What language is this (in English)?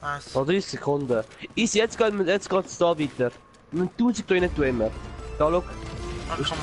Swiss German